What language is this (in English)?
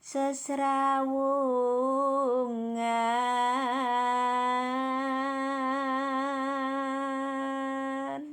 Javanese